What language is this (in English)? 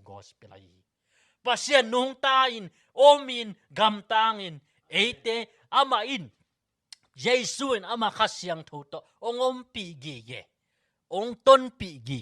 Tedim Chin